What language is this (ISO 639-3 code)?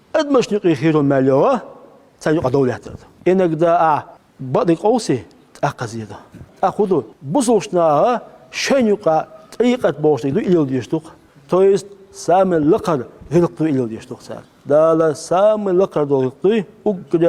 che